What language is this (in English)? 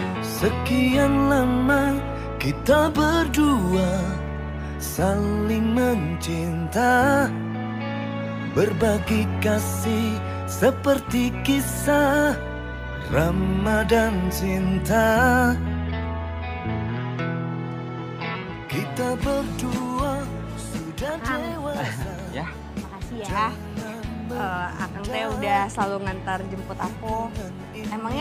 Indonesian